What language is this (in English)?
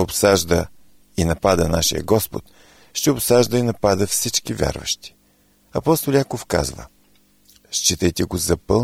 Bulgarian